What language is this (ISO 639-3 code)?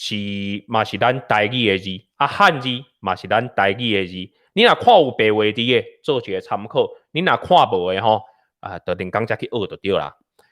nan